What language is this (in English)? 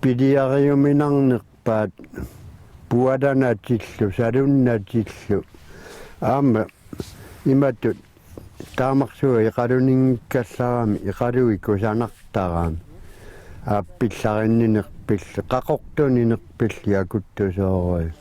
Kalaallisut